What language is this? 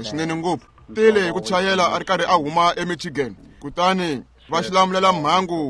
Tsonga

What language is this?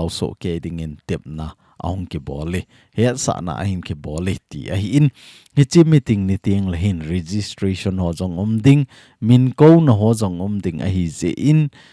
Thado Chin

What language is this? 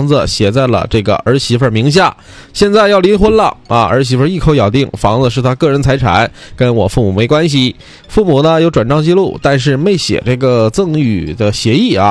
Chinese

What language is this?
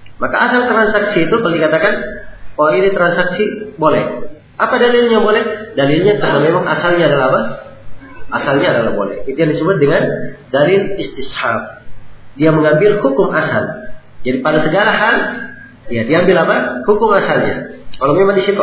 Indonesian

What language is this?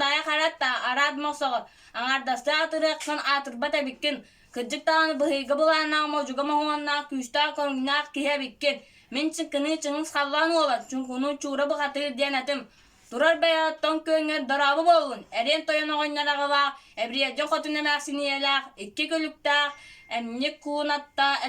Yakut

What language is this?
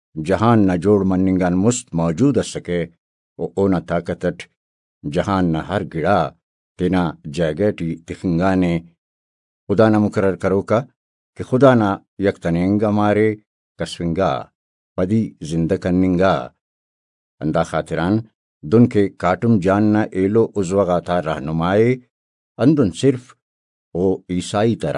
Brahui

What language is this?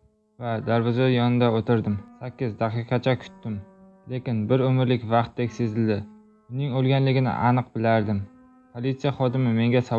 Uzbek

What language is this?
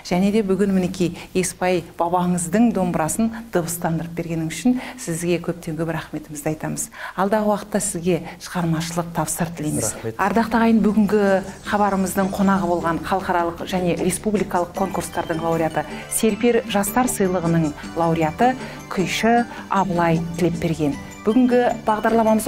Kazakh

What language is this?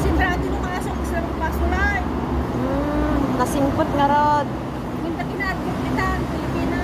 Iloko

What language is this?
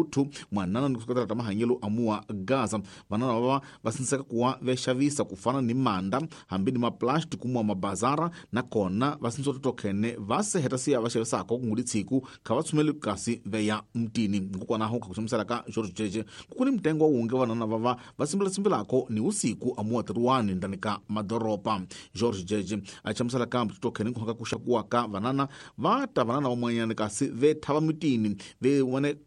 Tsonga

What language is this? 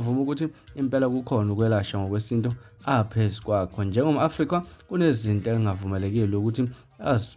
Zulu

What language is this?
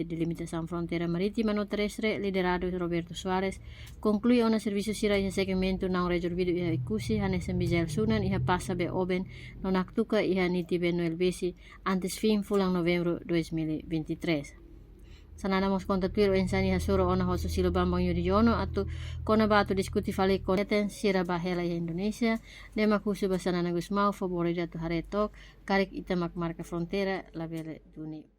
Tetum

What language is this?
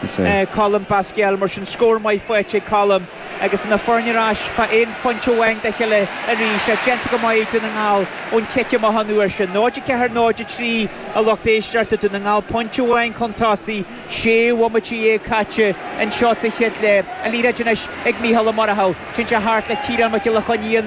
Irish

